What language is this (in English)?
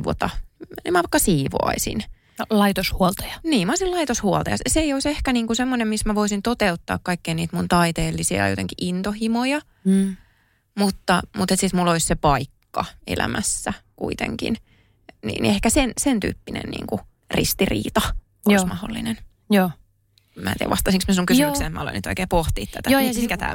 Finnish